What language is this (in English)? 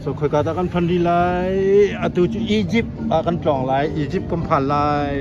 Hakha Chin